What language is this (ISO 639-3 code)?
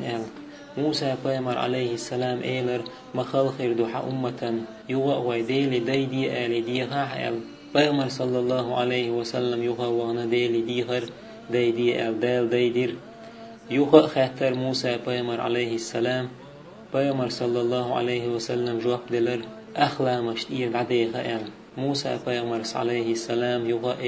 che